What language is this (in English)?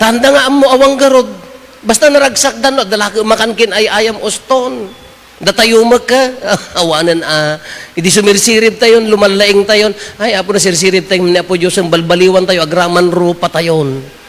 Iloko